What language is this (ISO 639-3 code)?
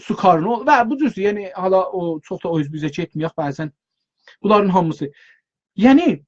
azb